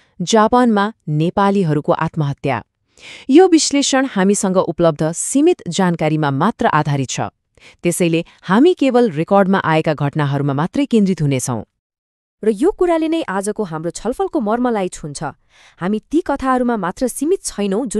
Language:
Nepali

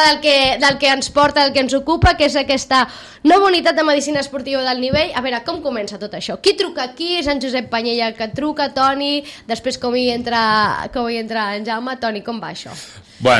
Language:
Catalan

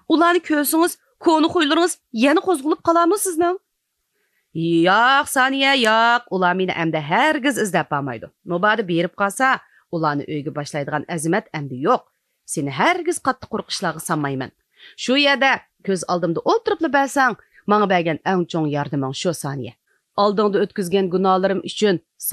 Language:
Uyghur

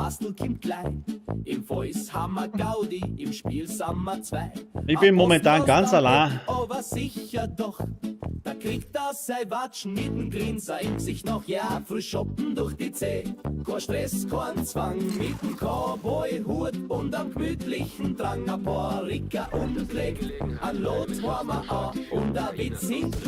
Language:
Bavarian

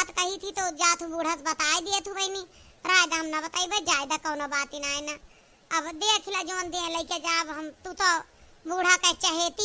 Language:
Awadhi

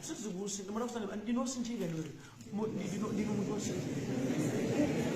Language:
Nyanja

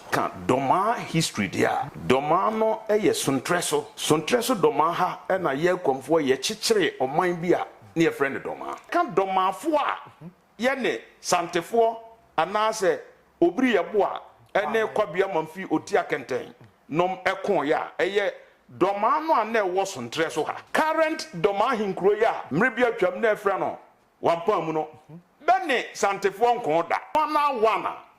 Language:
Akan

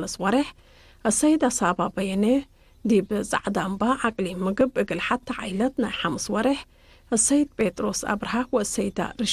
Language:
Tigre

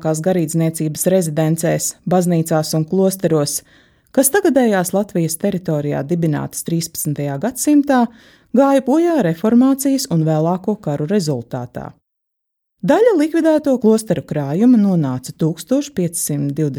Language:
Latvian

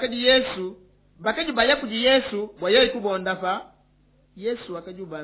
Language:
Luba-Lulua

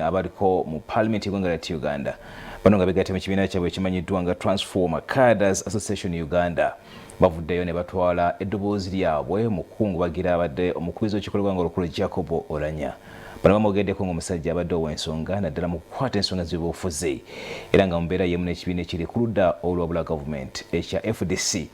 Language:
Ganda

